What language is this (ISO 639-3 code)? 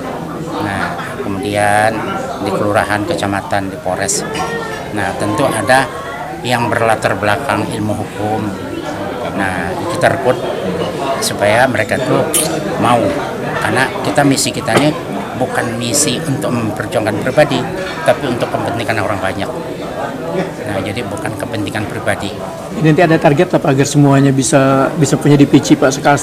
bjn